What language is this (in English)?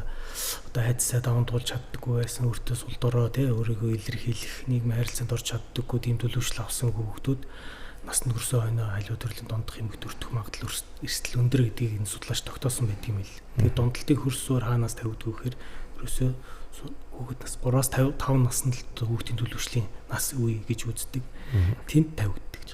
Mongolian